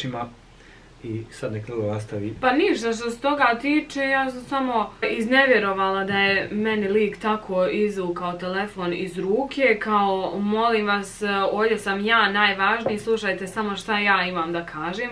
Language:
Bosnian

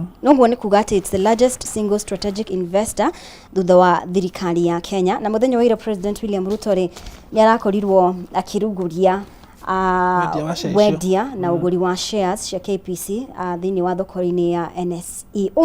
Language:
Kikuyu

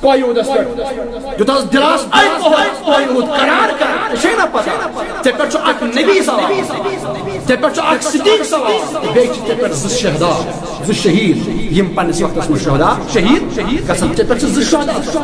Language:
Kashmiri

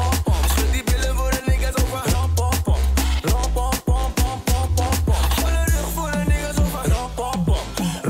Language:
Dutch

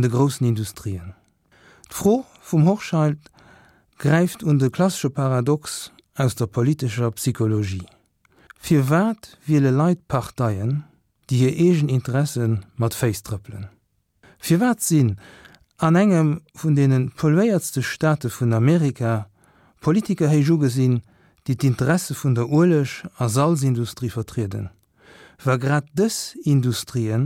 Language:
Luxembourgish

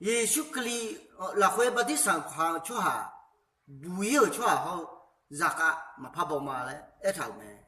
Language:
Akha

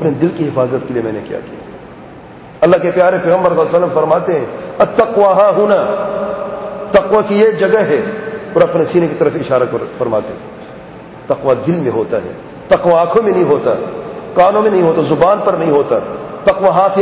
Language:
Urdu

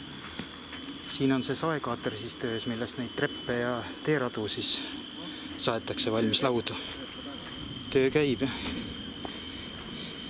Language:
Estonian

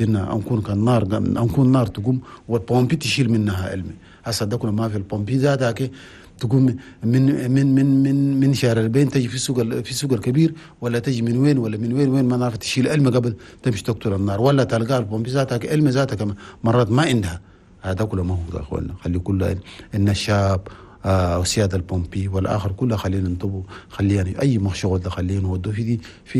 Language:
Chadian Arabic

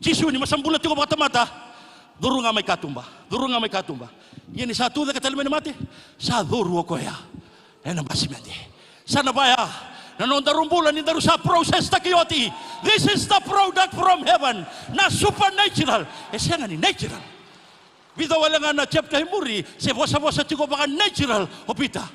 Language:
Fijian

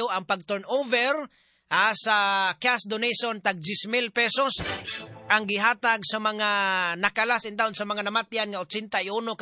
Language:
Cebuano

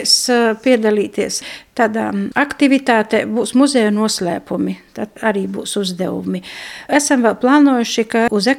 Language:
Latvian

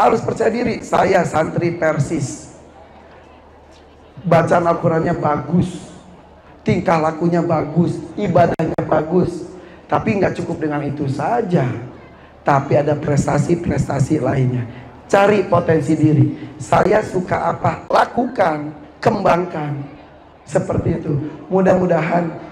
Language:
Indonesian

